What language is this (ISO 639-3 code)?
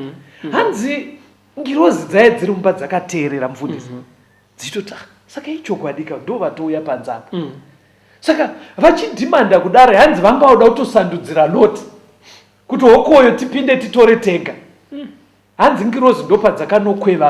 sna